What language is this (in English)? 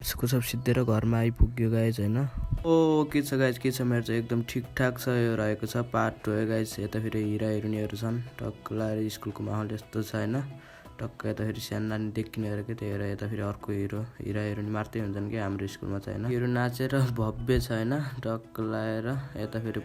Nepali